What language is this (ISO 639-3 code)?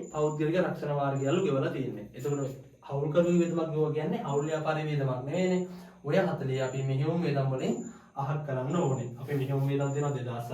sin